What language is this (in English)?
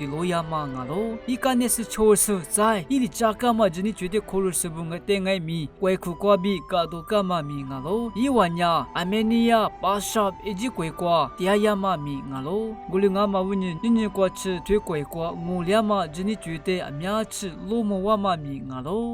Lisu